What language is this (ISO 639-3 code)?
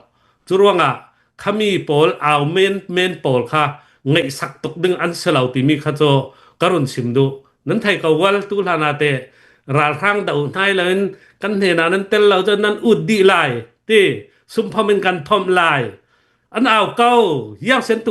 cnh